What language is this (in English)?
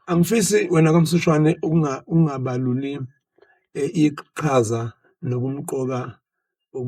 Zulu